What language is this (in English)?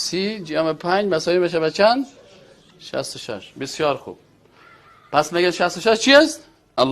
Persian